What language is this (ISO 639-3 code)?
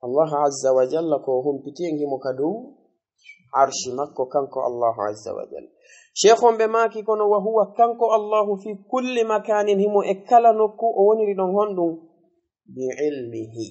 ful